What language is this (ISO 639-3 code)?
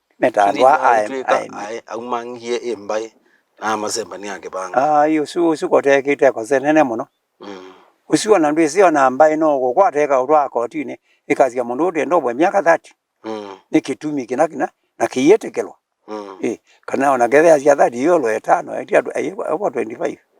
kam